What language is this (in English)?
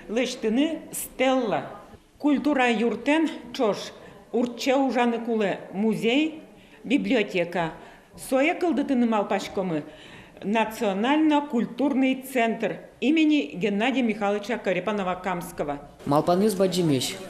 Udmurt